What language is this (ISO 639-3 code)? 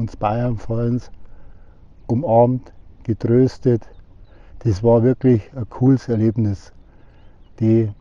bar